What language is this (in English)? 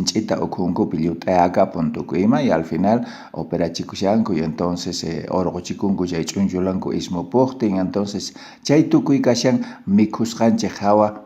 South Bolivian Quechua